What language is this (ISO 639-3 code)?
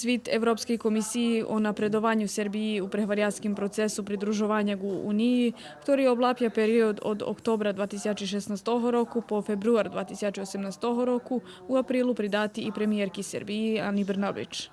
rue